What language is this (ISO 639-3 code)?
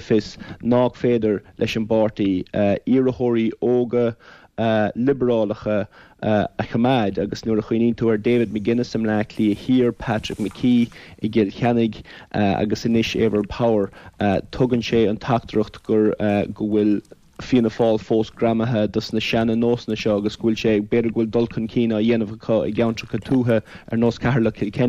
gle